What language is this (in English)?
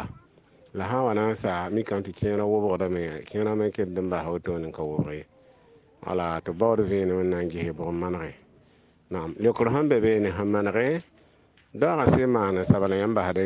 Mossi